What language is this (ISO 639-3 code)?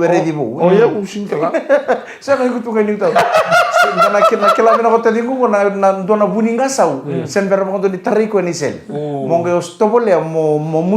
fij